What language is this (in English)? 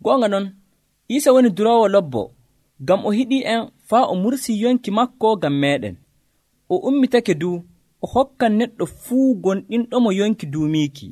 Nigerian Fulfulde